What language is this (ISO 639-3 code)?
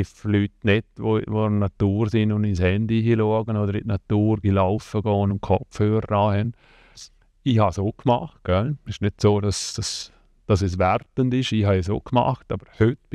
gsw